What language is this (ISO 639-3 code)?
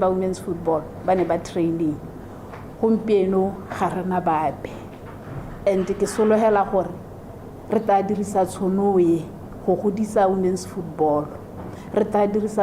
tsn